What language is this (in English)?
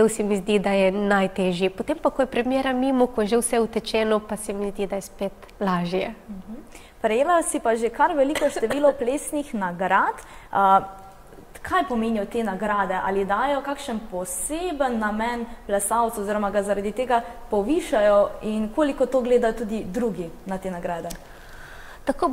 Slovenian